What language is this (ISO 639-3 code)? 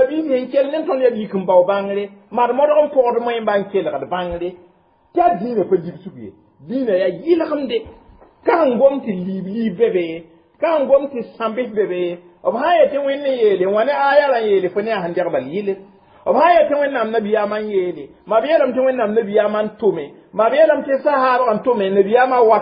mos